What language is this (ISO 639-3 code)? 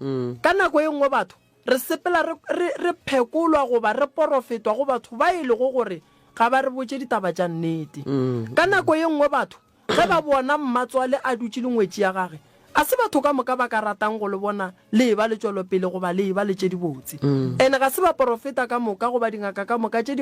nso